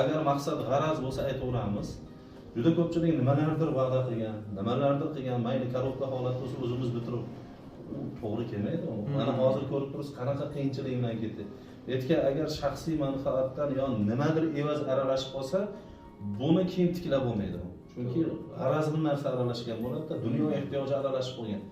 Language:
Uzbek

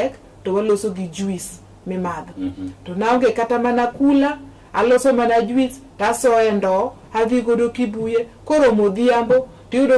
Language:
Luo (Kenya and Tanzania)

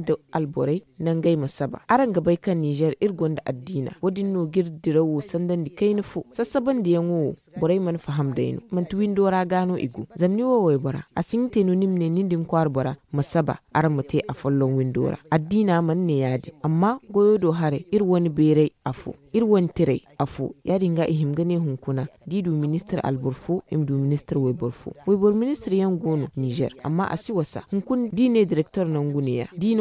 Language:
Zarma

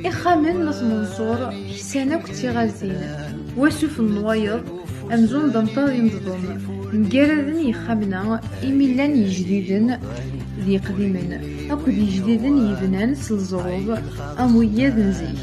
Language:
Kabyle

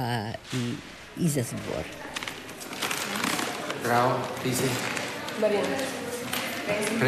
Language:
Croatian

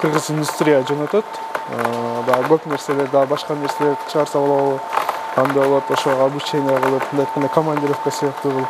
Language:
Kyrgyz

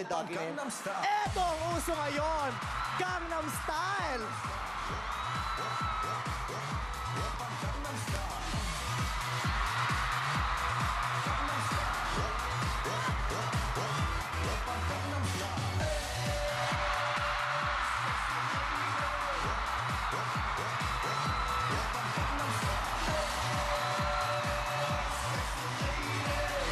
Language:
Filipino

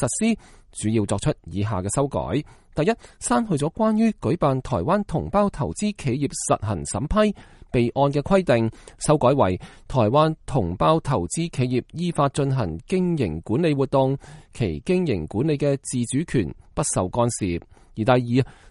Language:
Cantonese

